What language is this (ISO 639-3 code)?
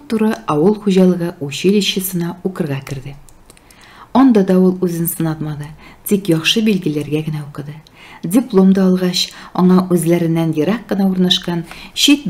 tat